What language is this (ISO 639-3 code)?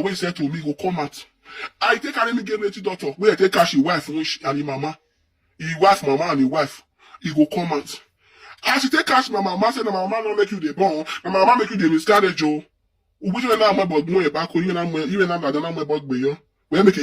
pcm